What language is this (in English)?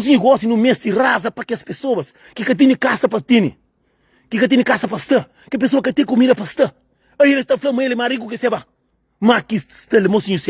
Kabuverdianu